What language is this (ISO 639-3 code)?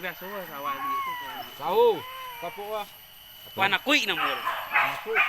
min